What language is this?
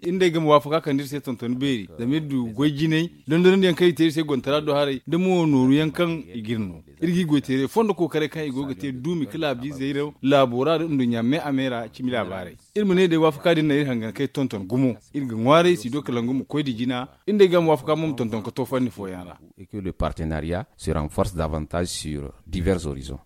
Zarma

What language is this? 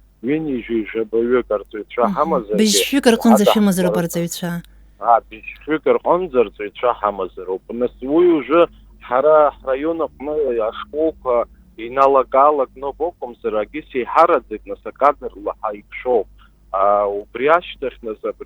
Abkhazian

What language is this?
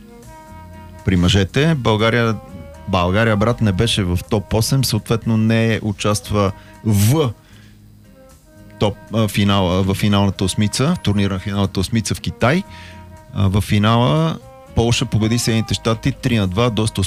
Bulgarian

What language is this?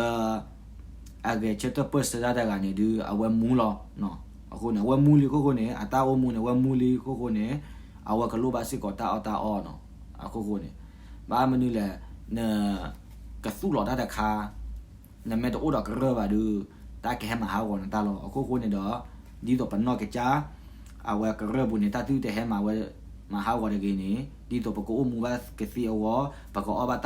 S'gaw Karen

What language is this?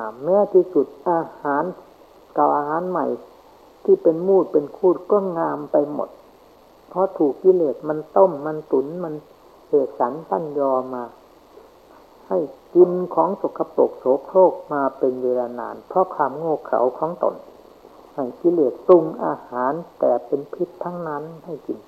Thai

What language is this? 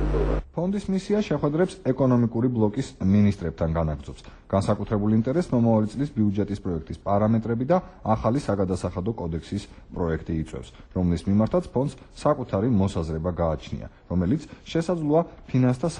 Georgian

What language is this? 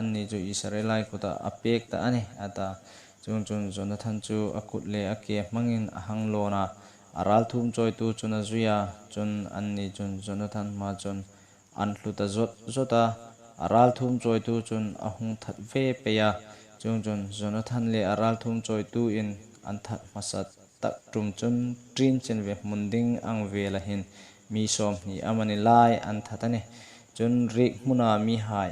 Hmar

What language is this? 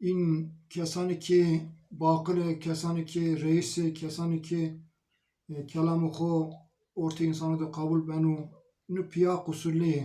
Zaza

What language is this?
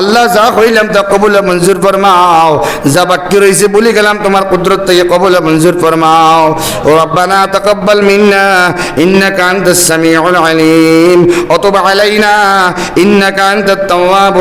Sylheti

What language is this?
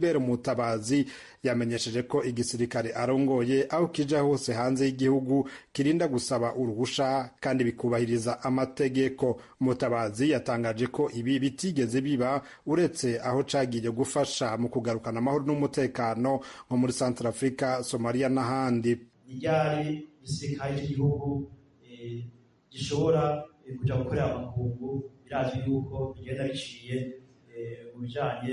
Rundi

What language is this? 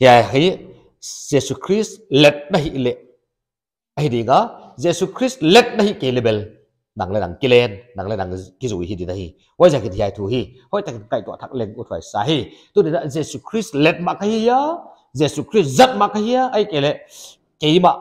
Paite Chin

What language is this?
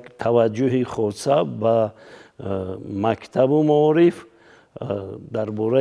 Tajik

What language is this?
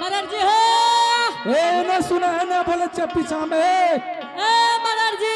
Angika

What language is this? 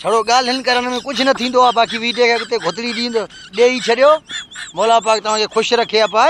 Sindhi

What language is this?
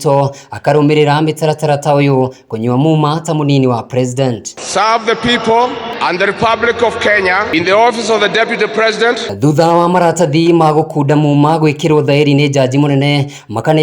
Kikuyu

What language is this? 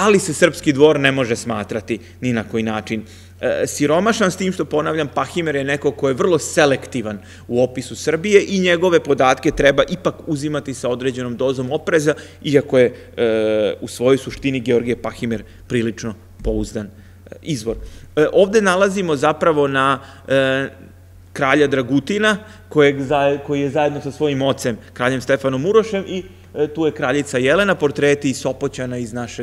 Serbian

